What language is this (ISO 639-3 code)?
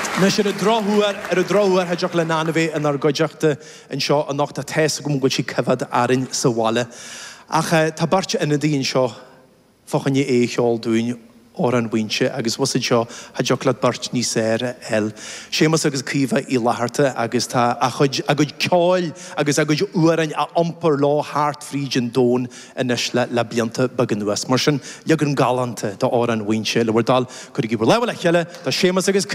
gle